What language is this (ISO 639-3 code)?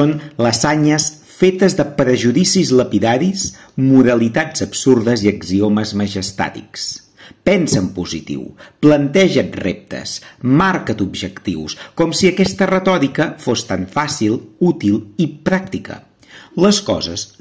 cat